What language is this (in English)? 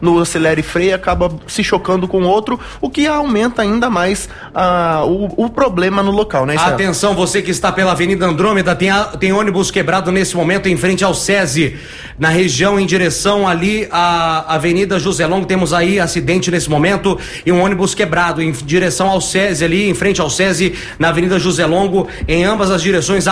Portuguese